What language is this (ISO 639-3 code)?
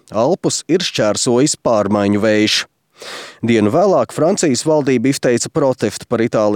lav